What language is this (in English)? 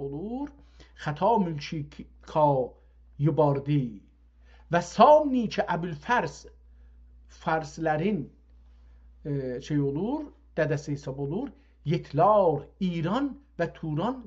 South Azerbaijani